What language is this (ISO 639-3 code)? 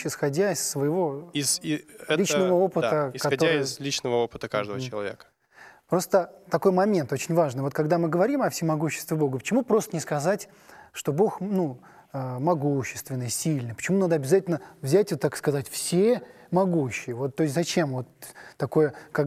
rus